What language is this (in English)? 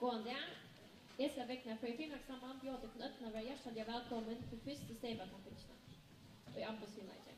Faroese